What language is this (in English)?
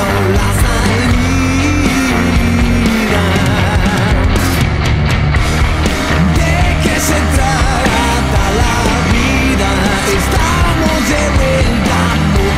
Spanish